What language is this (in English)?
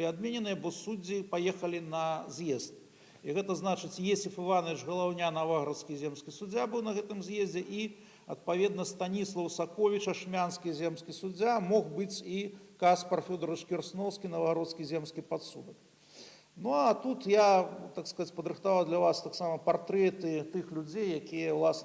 Belarusian